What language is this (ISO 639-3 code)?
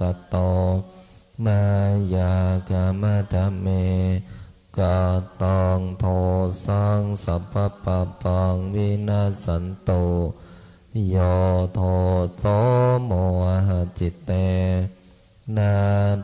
pli